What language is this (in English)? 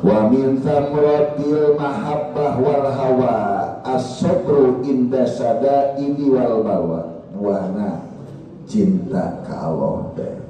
Sundanese